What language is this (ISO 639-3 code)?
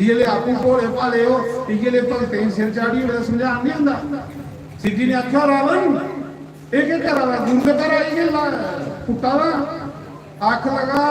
doi